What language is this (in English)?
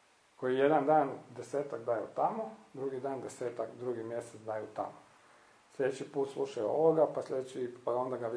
Croatian